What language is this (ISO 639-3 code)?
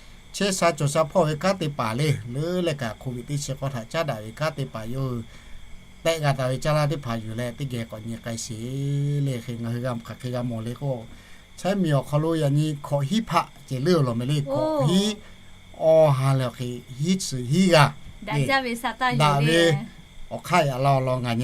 lhu